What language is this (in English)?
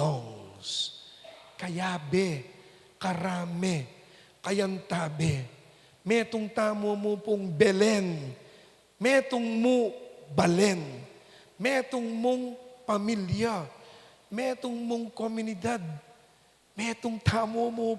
Pampanga